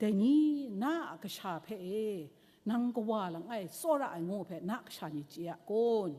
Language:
Kachin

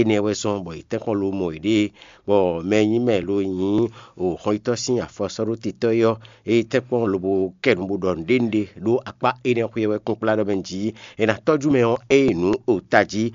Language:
Fon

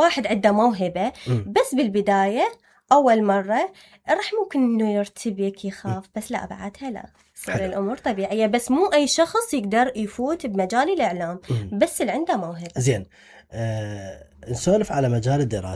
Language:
Mesopotamian Arabic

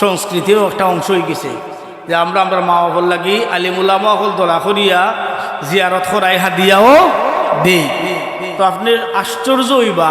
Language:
Sylheti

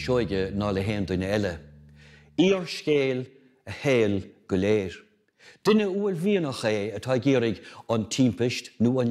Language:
Irish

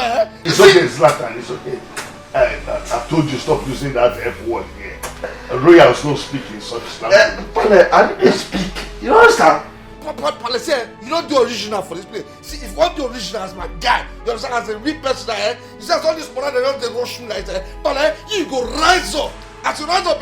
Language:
Nigerian Pidgin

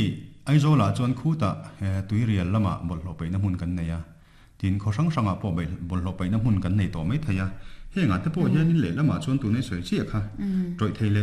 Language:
Mizo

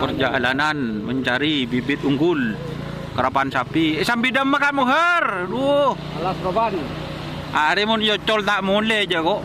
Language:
Madurese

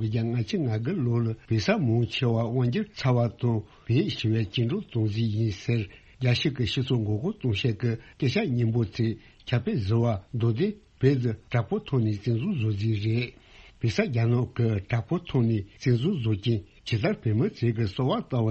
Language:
Tibetan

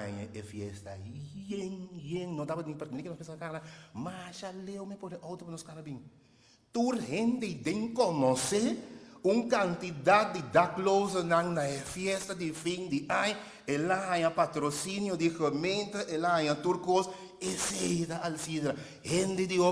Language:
Papiamento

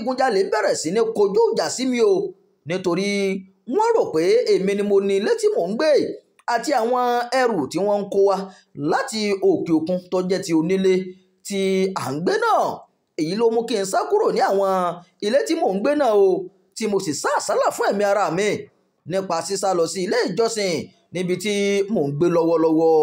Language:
Yoruba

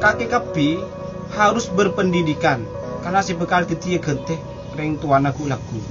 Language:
Madurese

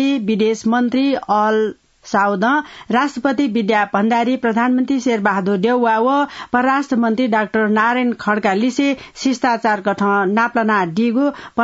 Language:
Newari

